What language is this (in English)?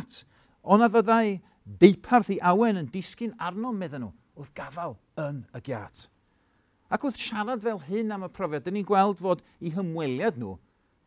Welsh